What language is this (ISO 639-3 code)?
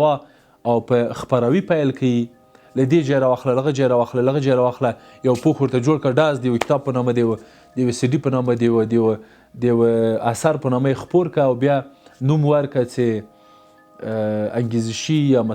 pus